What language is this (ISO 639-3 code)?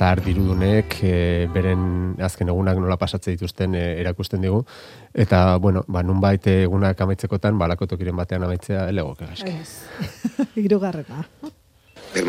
eus